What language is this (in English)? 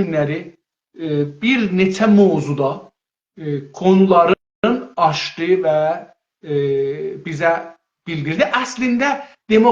South Azerbaijani